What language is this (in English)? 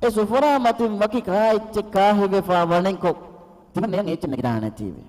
Divehi